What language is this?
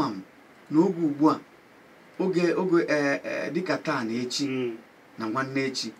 Igbo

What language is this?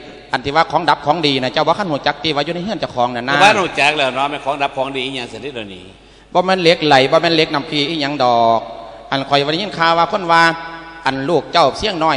Lao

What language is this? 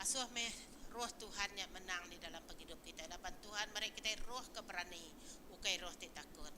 Iban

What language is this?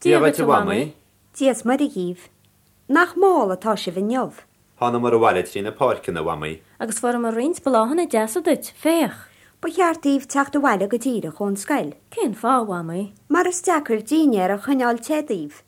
Irish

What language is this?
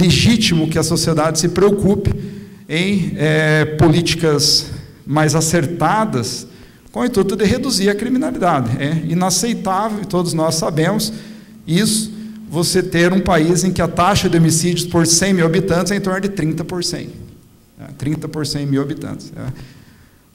Portuguese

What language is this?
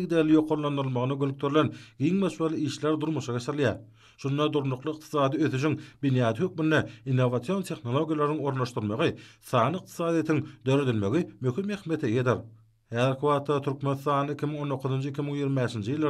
Turkmen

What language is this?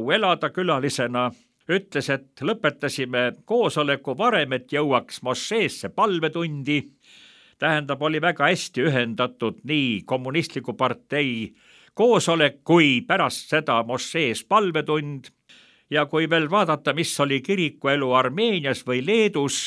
Estonian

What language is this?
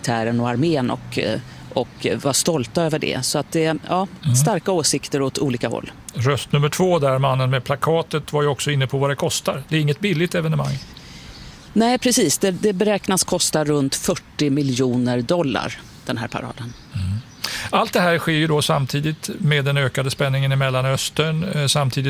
Swedish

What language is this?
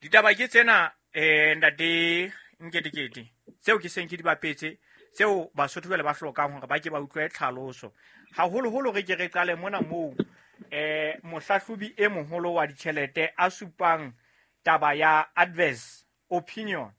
Southern Sotho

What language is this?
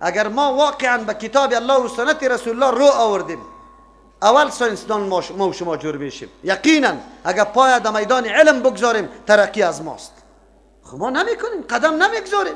Persian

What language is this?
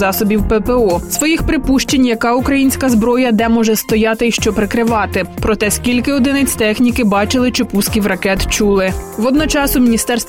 Ukrainian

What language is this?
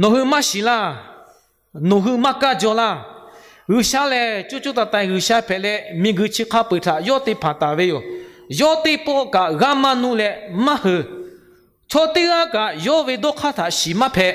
Lahu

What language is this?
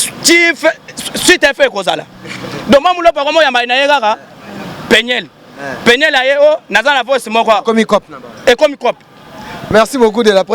Lingala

